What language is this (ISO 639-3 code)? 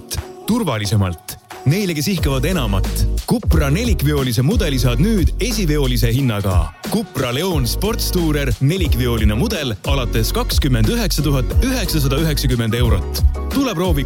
est